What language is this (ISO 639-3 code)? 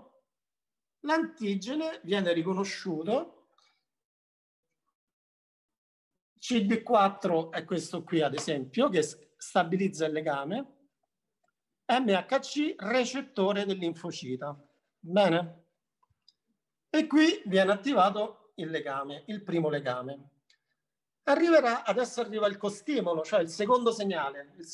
ita